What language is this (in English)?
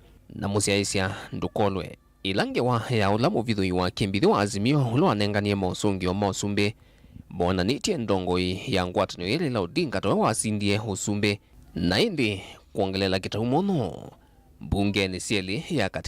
Kamba